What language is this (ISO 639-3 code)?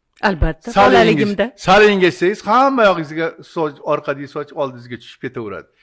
uzb